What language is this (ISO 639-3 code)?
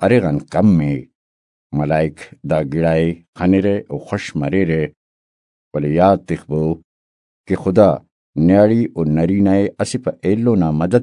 brh